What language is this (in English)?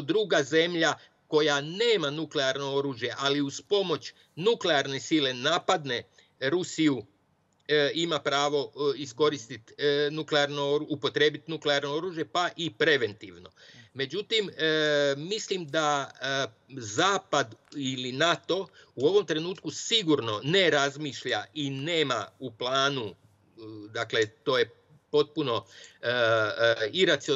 Serbian